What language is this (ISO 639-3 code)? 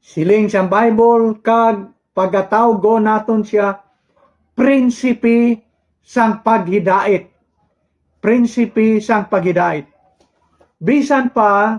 hil